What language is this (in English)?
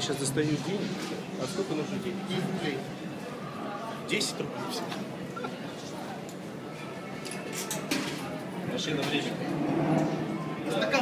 Russian